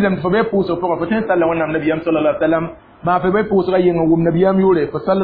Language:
Mossi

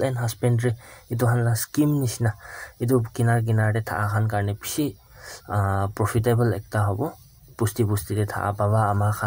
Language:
Naga Pidgin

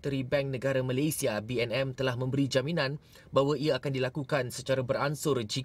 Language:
Malay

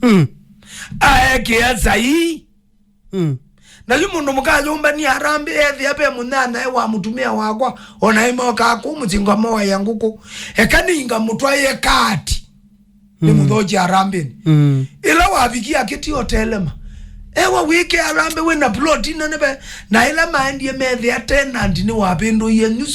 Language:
Kamba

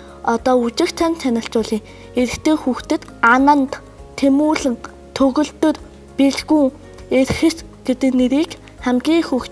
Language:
Mongolian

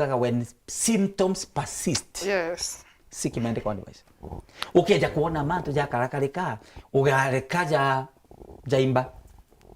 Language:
Meru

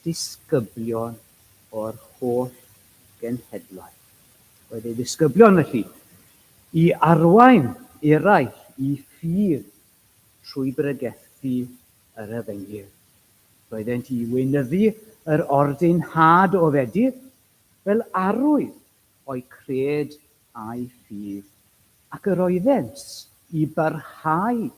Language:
Welsh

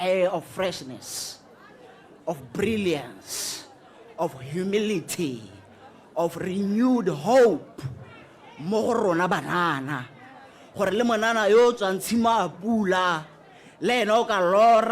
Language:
Tswana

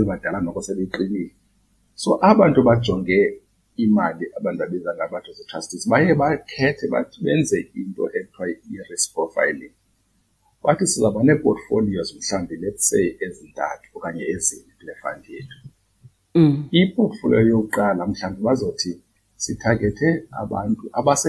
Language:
Xhosa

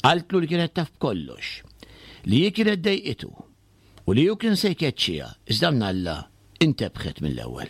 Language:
Maltese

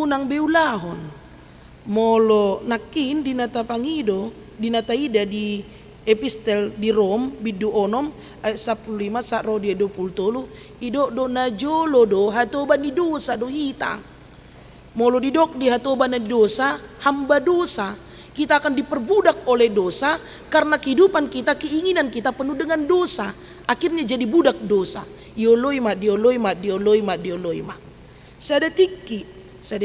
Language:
Batak Toba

